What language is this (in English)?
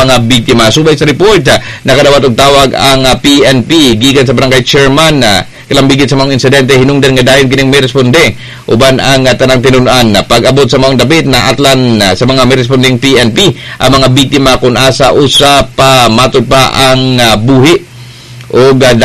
Cebuano